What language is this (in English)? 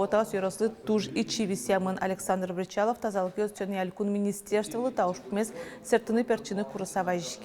Udmurt